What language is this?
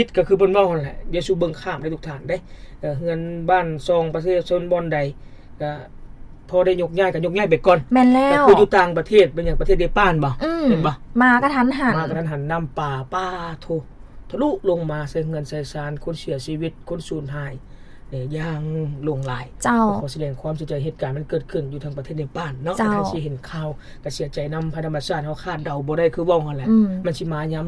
Lao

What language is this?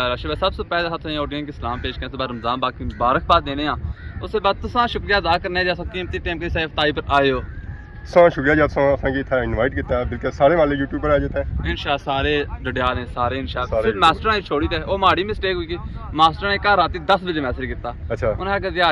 Pahari-Potwari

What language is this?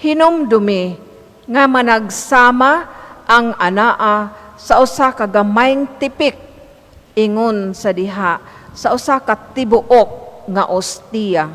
Cebuano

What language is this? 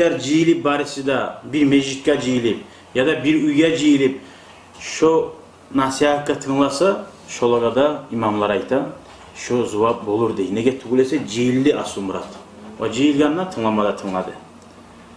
Kumyk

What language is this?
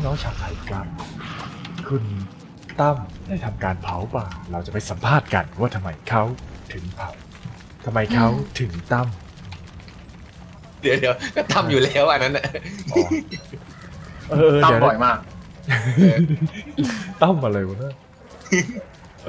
Thai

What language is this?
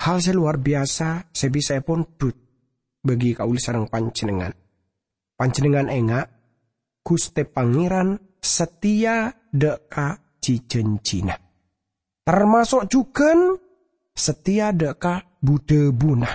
Madurese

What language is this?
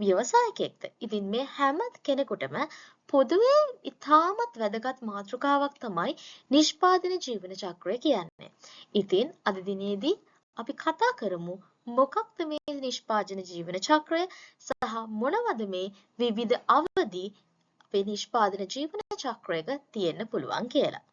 Sinhala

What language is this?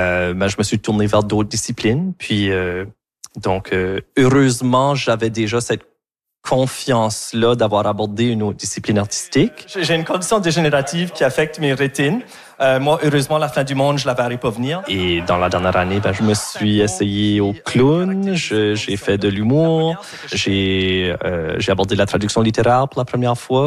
French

